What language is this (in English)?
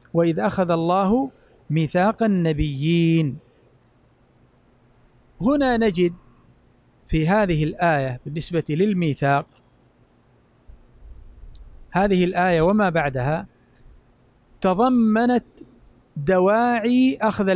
Arabic